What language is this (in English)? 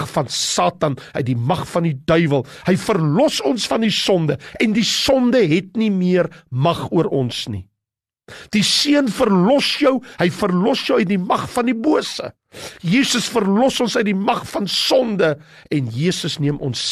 Afrikaans